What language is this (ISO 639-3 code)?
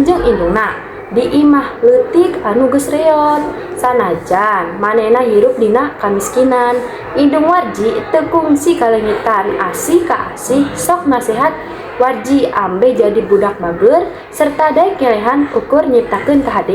sun